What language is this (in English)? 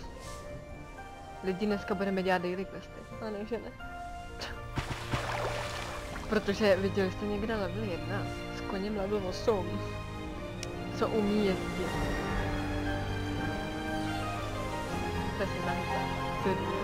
Czech